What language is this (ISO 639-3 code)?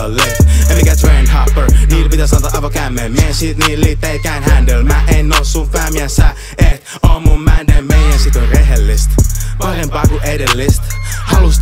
fin